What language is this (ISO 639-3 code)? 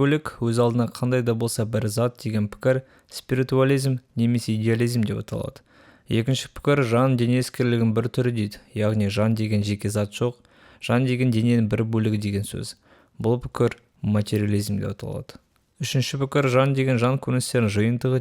kaz